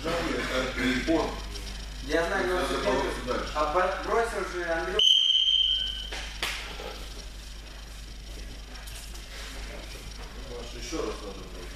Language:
Russian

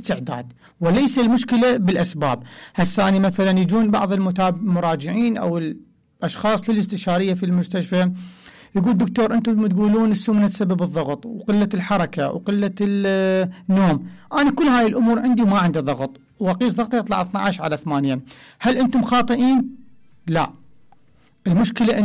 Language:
Mesopotamian Arabic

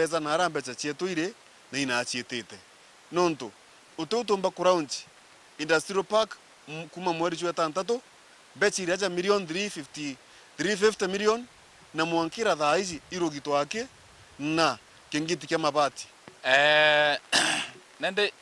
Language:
Meru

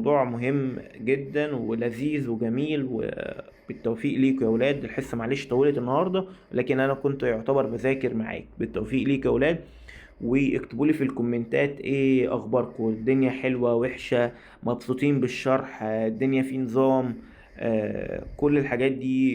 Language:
Egyptian Arabic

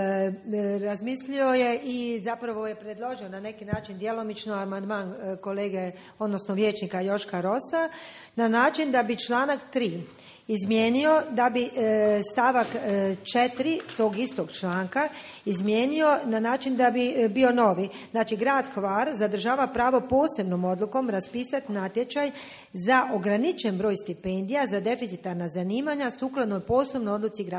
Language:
Croatian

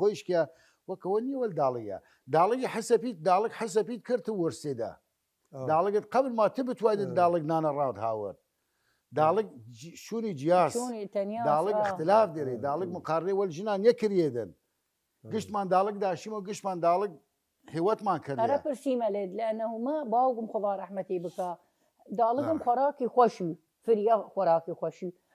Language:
Southern Kurdish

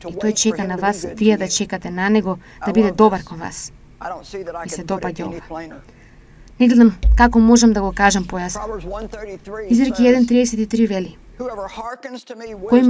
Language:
Macedonian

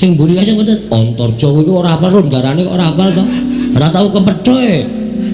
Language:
Javanese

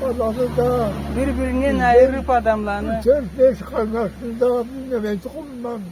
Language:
Karachay-Balkar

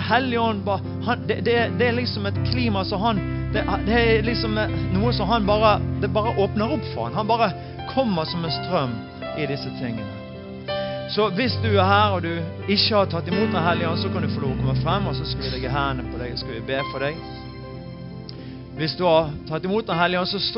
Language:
Norwegian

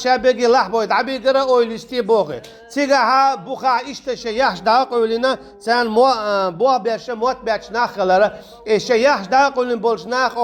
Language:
Chechen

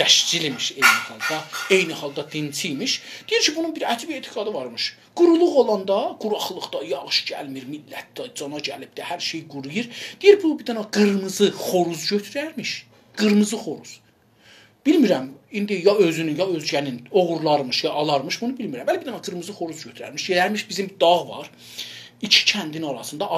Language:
South Azerbaijani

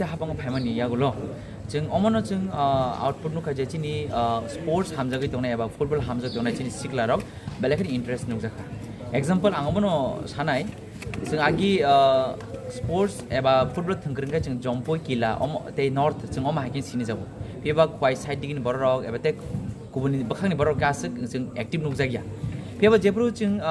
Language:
Kok Borok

